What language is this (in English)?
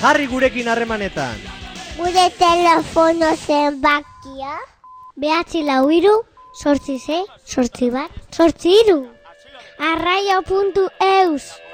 Basque